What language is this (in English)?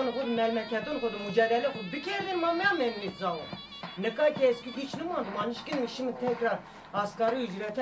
Zaza